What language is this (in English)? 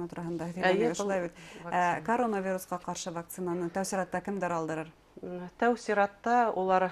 Bashkir